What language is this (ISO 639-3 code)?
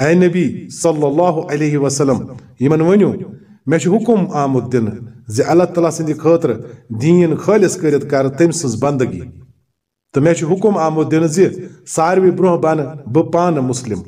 kas